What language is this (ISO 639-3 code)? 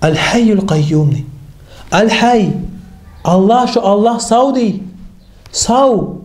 kum